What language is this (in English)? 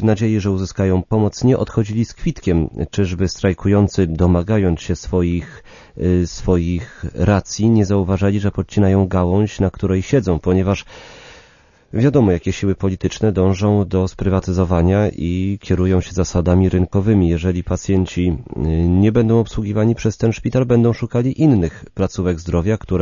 Polish